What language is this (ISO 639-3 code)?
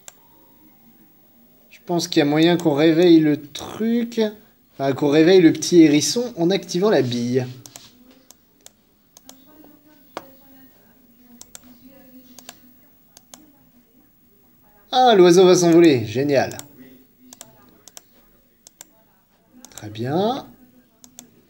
fra